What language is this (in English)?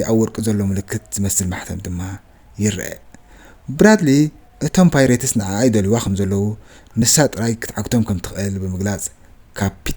Tigrinya